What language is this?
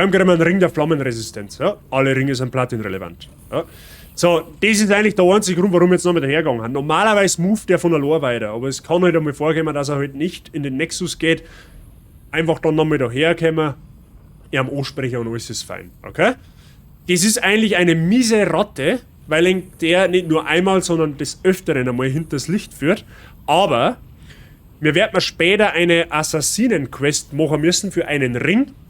Bavarian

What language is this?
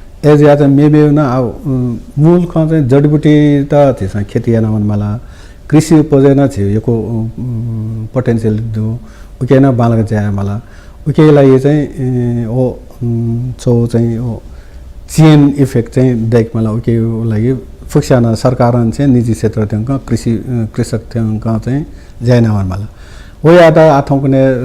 Newari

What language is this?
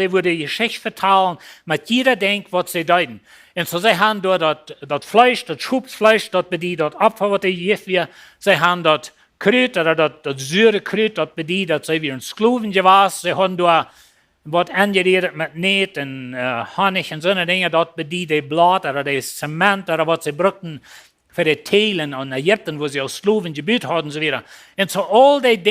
Plautdietsch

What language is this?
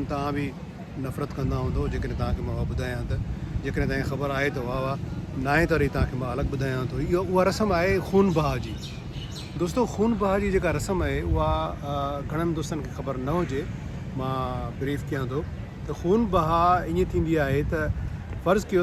Sindhi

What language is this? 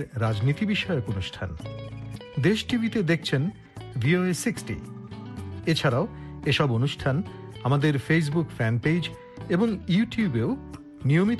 Bangla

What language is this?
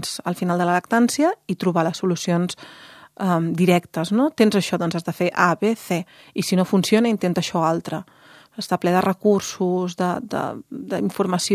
Catalan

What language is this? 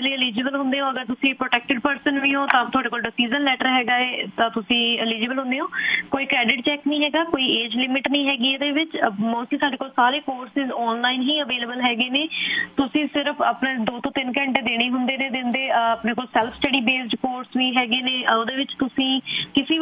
Punjabi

